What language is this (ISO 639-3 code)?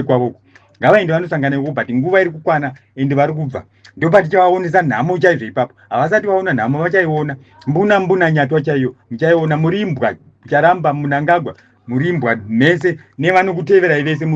sna